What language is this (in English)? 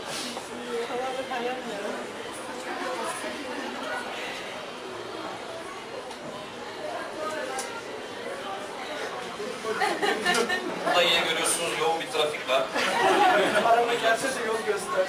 Turkish